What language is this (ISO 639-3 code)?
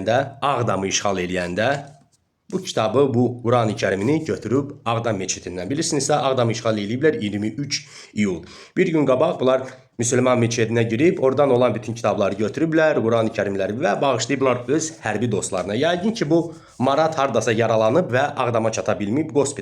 aze